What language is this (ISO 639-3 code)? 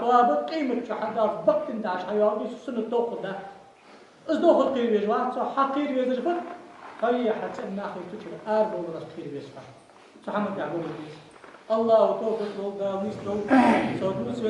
inh